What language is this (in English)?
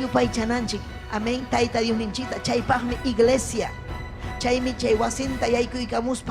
Ayacucho Quechua